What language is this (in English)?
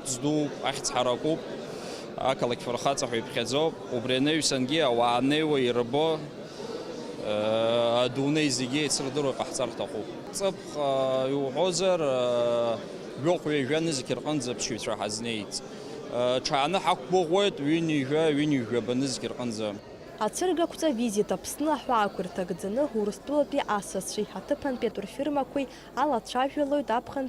Abkhazian